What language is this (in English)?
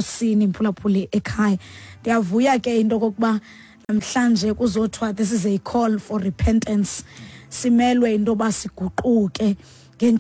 Xhosa